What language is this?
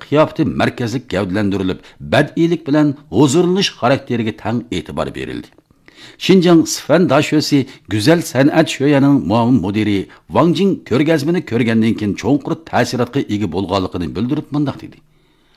Uyghur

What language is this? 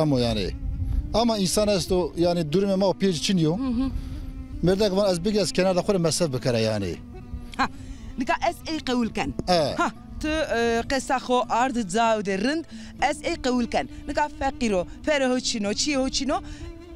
Zaza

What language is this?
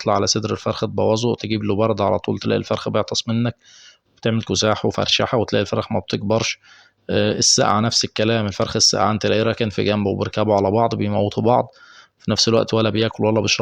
Egyptian Arabic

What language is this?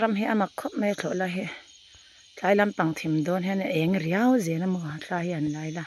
Mizo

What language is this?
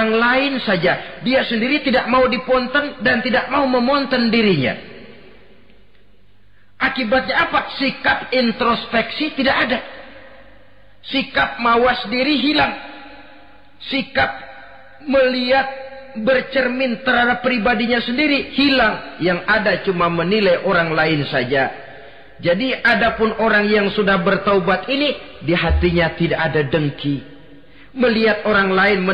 Indonesian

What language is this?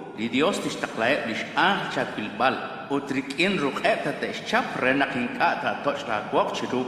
Kekchí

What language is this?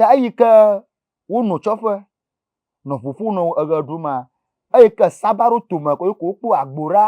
Ewe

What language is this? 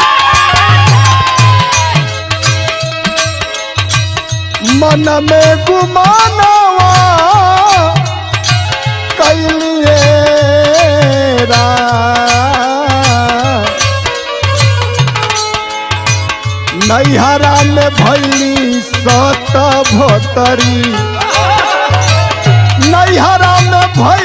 Bhojpuri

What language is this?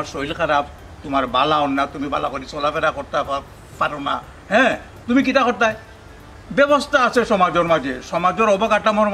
Sylheti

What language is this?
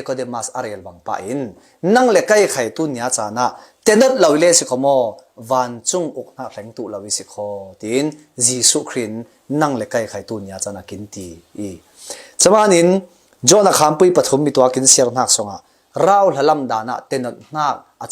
Falam Chin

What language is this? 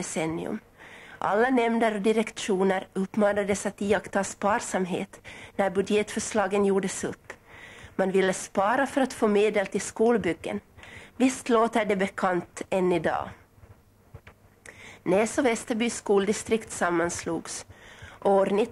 Swedish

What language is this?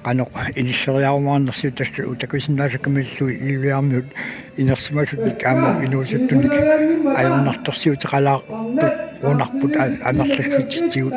Kalaallisut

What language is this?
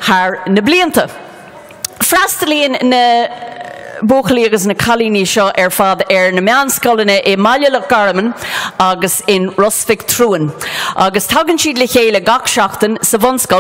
Irish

